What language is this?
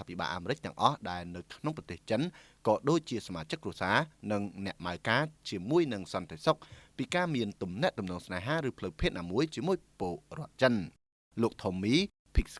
Khmer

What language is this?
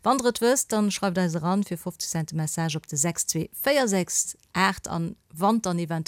Luxembourgish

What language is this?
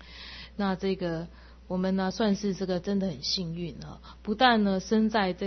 Chinese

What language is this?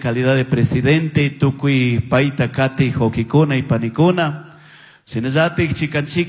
Chimborazo Highland Quichua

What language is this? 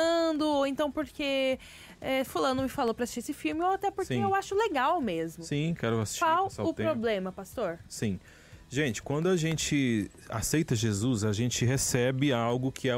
Portuguese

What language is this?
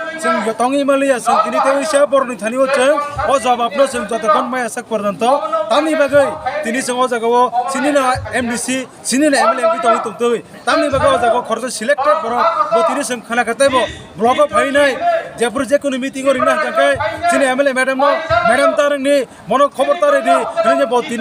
Kok Borok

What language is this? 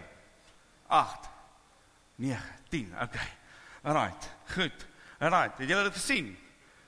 Afrikaans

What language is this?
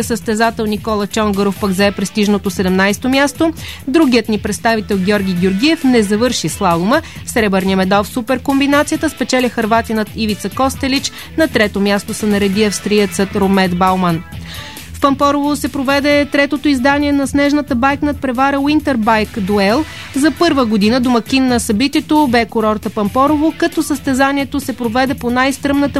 Bulgarian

